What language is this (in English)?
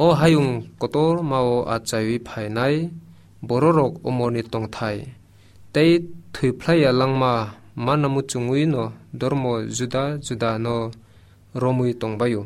Kok Borok